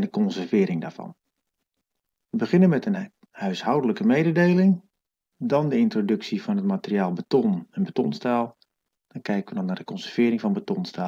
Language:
Dutch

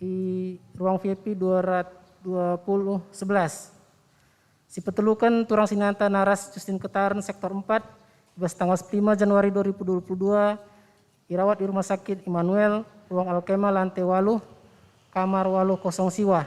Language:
Batak Karo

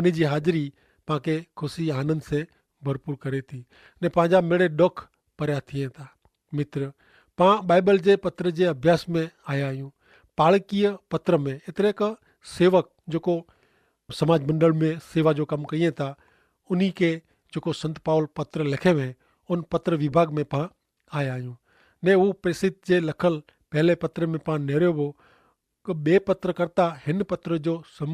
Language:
Kachhi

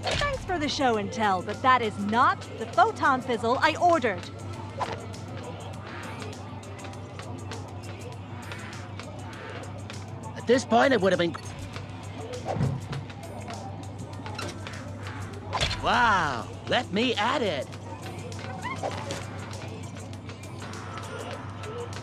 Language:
English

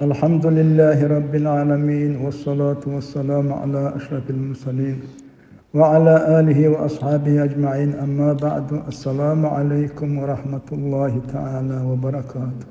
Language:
Dargwa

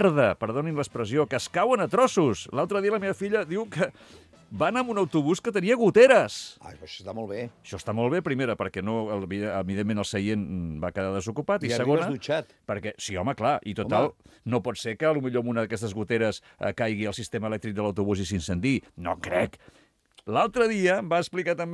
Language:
Catalan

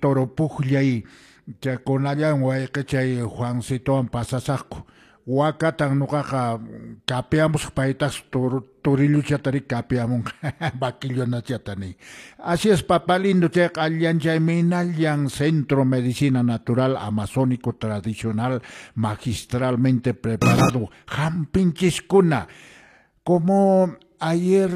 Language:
Quechua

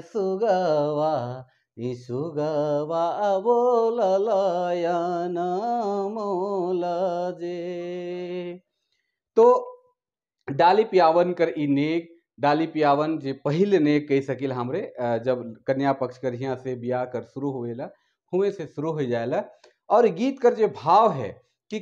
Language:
Sadri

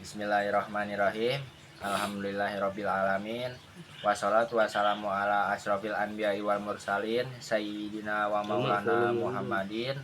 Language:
Sundanese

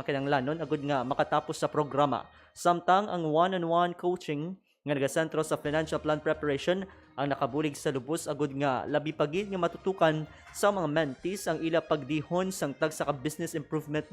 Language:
Hiligaynon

